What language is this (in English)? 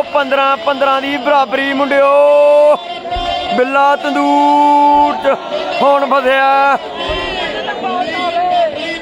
Punjabi